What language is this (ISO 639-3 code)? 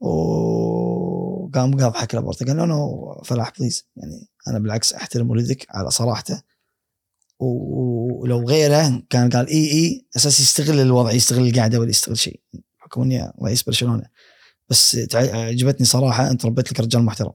afb